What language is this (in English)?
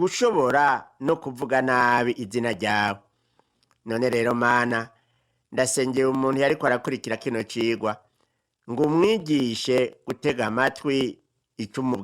Rundi